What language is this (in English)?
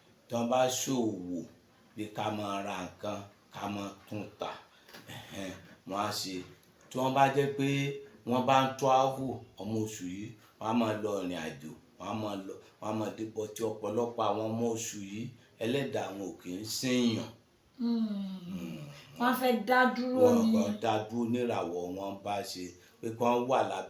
Yoruba